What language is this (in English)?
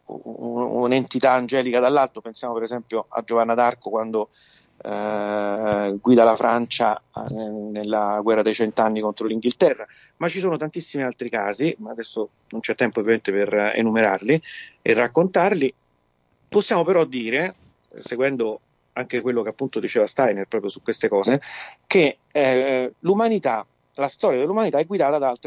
Italian